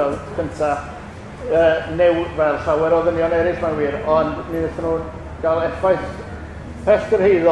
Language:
Welsh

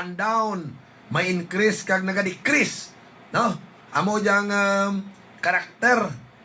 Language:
Hiligaynon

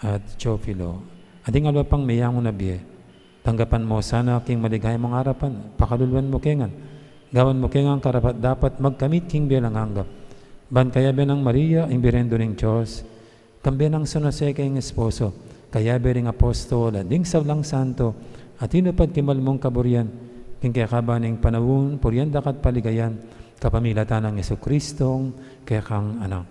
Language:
Pampanga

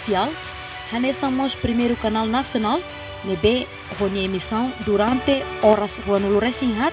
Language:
Tetum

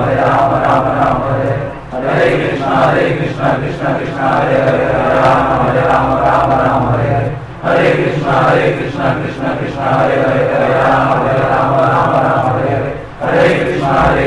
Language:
Odia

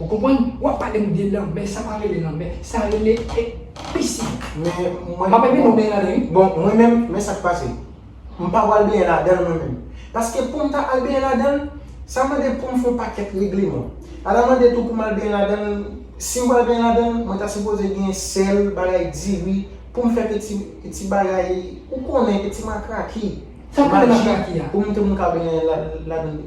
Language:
Haitian Creole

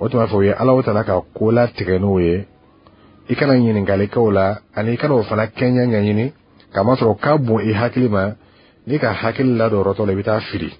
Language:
Bambara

